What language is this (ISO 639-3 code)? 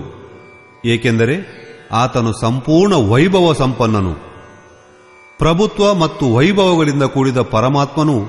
kan